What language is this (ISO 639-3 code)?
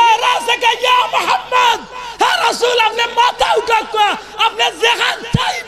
syl